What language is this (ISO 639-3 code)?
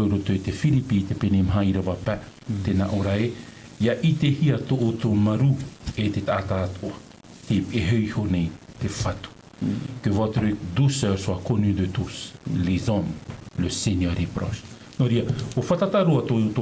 tah